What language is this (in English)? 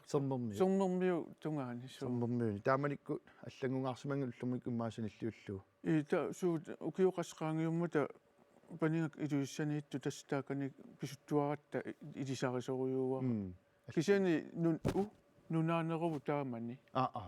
Kalaallisut